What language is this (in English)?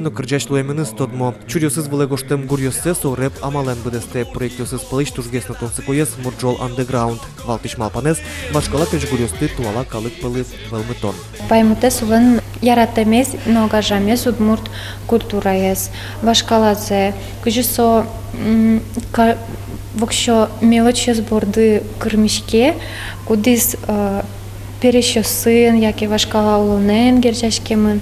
Udmurt